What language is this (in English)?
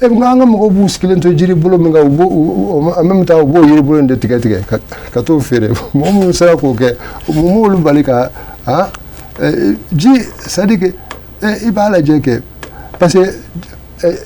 Bambara